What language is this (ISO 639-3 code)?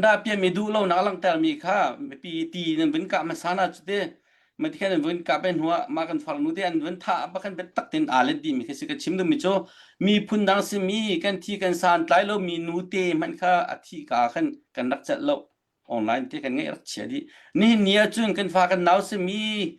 cnh